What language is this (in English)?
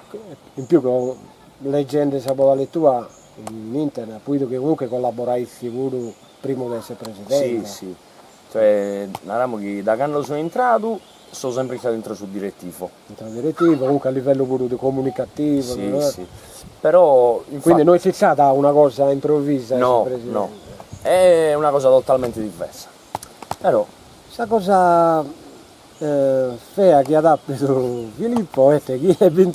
Sardinian